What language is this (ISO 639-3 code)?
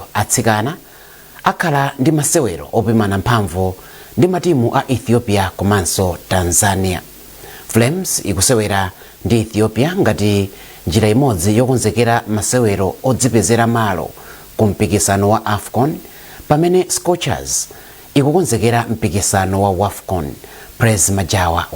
nya